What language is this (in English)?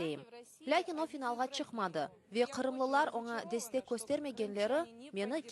Crimean Tatar